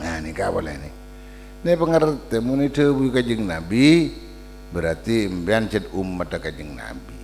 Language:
Madurese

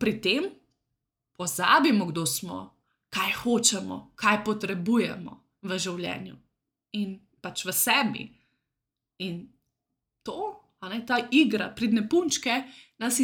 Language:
Slovenian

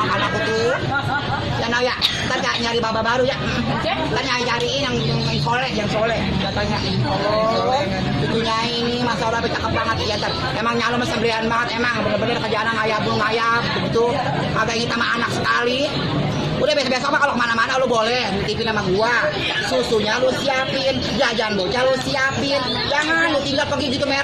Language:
Betawi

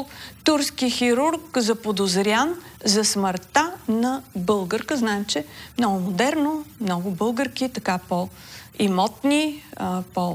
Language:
Bulgarian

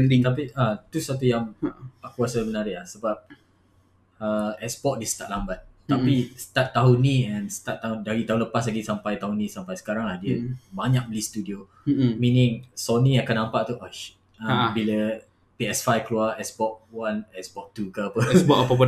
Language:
Malay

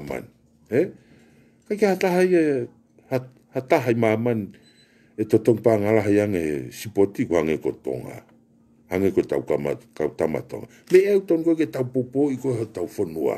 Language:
Tongan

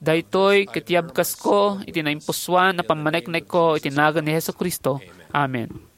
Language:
Iloko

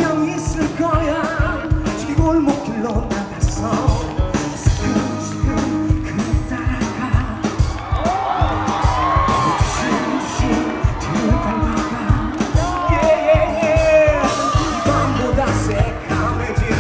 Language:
Korean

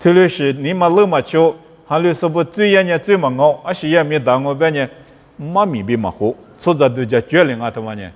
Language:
Lisu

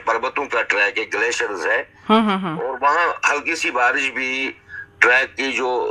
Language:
Hindi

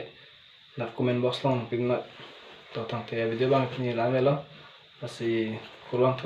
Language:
Karbi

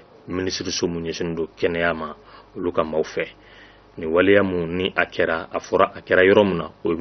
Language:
Bambara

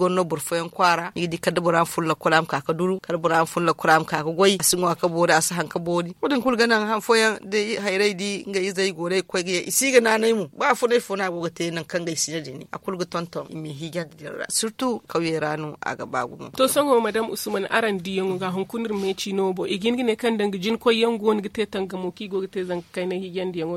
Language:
Zarma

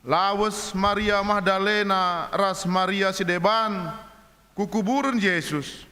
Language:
Batak Karo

